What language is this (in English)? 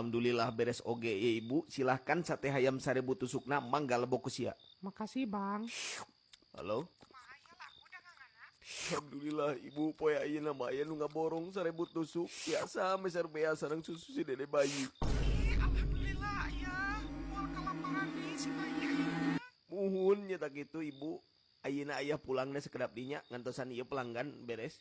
Sundanese